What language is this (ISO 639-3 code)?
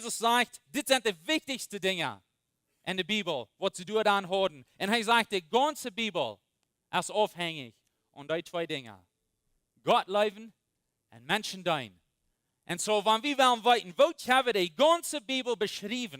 pdt